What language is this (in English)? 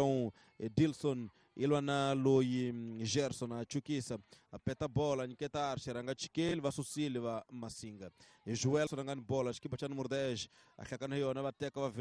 Tsonga